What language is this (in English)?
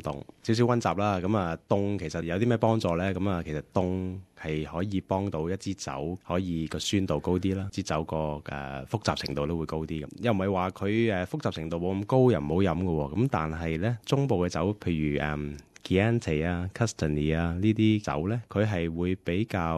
Cantonese